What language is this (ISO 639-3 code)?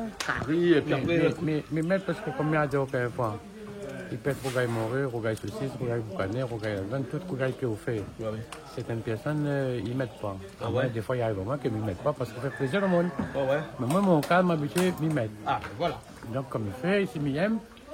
rcf